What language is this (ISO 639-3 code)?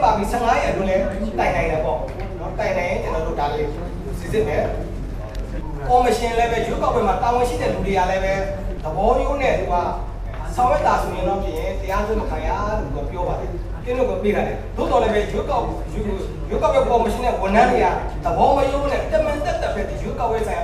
mya